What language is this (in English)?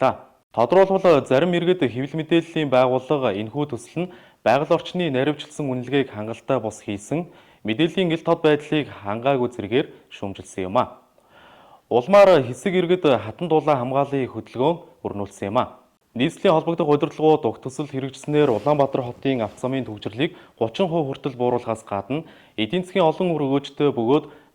Mongolian